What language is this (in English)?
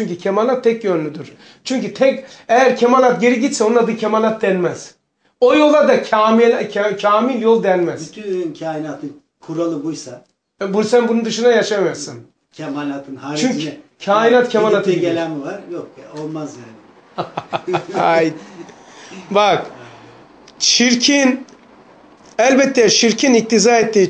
Turkish